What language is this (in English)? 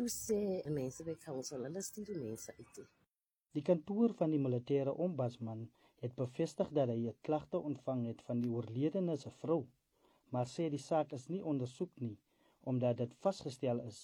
Afrikaans